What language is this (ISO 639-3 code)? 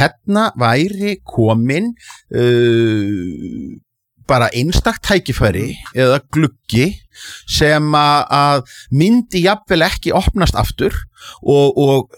isl